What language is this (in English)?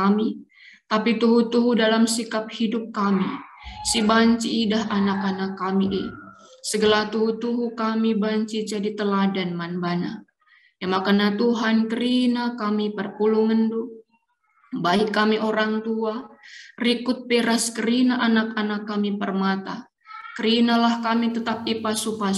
Batak Karo